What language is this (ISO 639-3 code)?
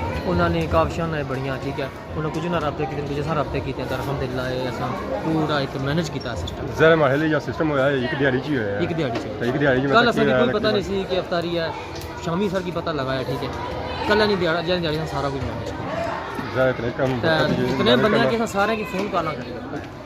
phr